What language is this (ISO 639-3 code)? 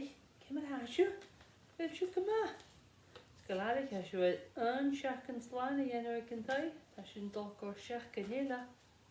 gla